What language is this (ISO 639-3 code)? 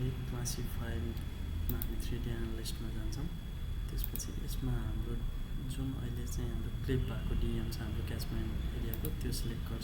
nep